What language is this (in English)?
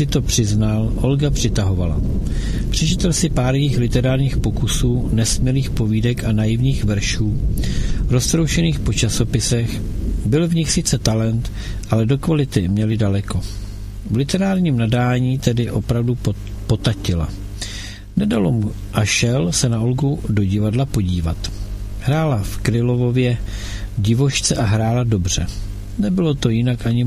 Czech